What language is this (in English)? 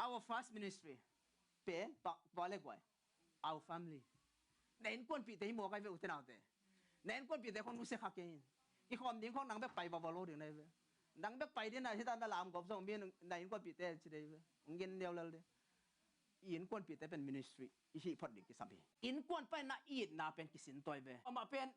Tedim Chin